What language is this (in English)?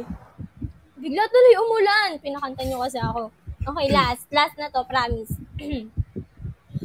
Filipino